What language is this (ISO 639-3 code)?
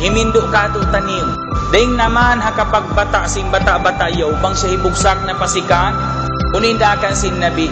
tsg